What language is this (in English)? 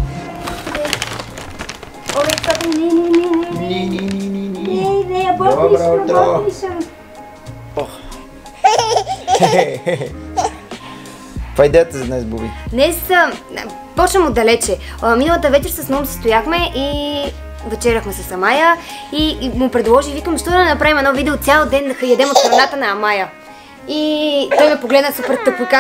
Bulgarian